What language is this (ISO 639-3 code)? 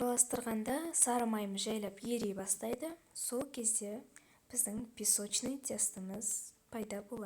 kaz